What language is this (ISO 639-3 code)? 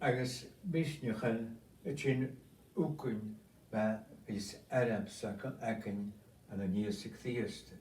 gla